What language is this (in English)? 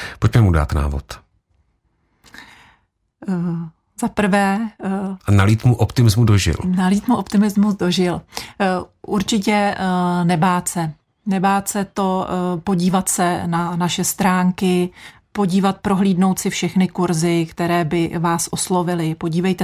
Czech